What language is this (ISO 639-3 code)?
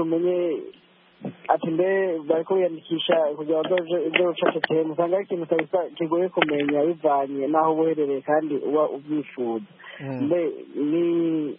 kin